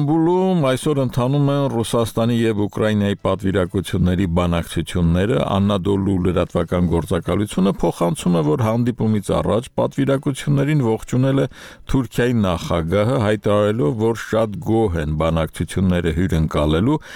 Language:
Armenian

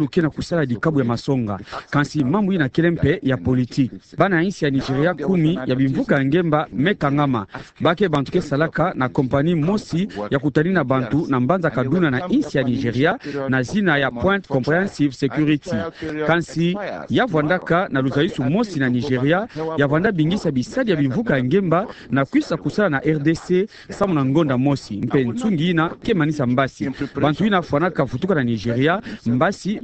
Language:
Kituba (Democratic Republic of Congo)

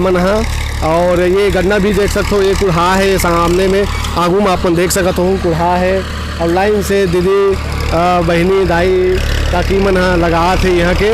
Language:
Chhattisgarhi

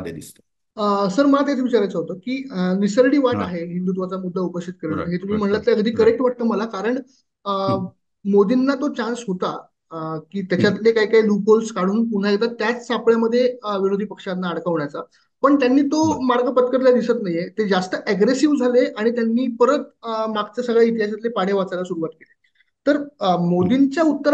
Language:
Marathi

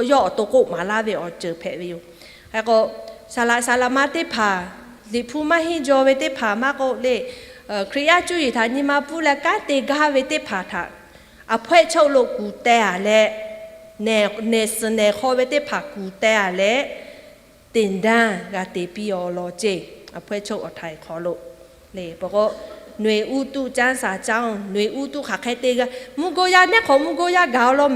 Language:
Lahu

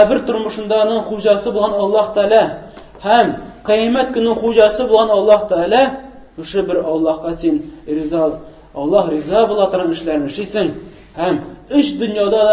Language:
Tatar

